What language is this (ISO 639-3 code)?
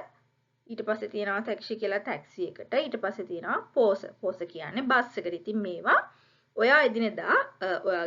sin